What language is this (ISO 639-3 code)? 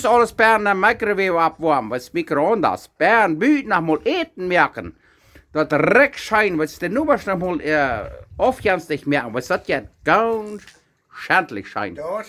pdt